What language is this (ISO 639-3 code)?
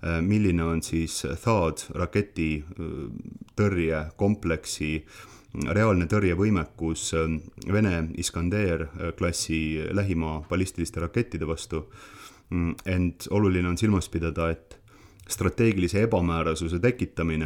est